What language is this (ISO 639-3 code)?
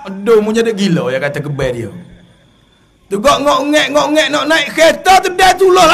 msa